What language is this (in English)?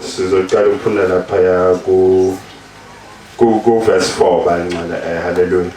Zulu